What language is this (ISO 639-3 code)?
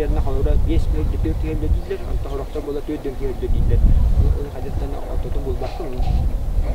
sah